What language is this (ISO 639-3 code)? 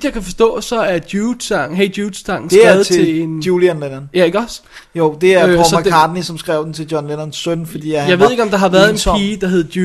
dan